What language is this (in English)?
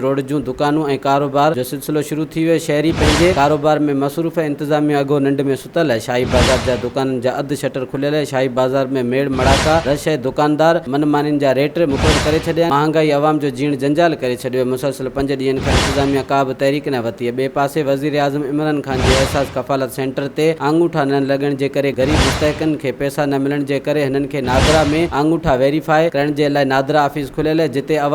Sindhi